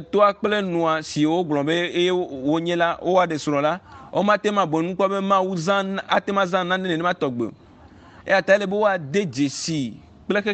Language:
Ewe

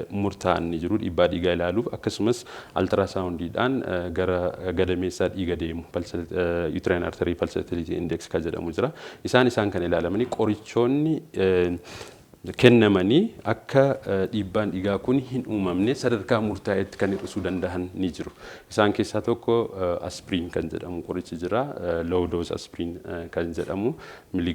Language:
Oromo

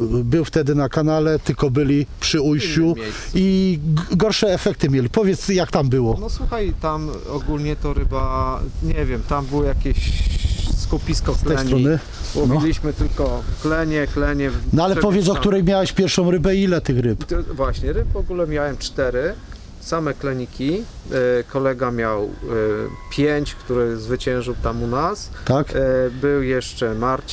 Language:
Polish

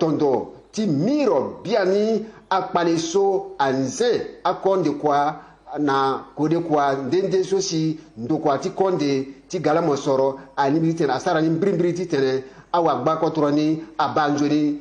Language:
Sango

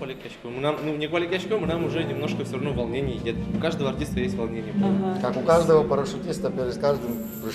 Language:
Udmurt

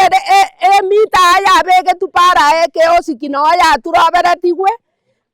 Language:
Gusii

